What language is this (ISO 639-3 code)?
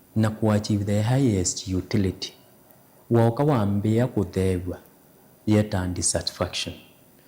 kam